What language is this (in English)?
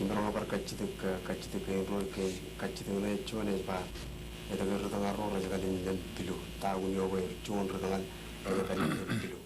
Marshallese